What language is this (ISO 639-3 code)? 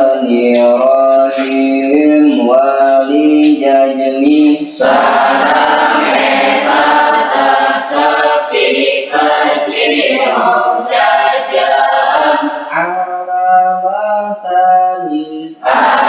sun